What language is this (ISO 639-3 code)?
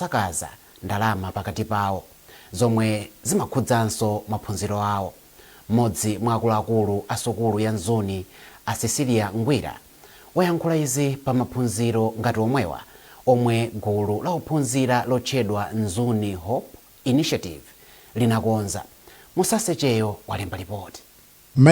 nya